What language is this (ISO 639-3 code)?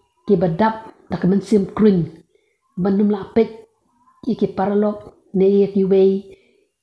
kha